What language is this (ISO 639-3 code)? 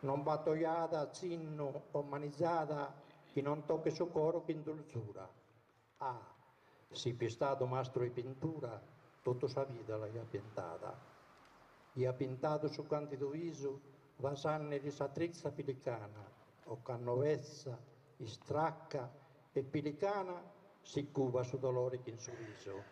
srd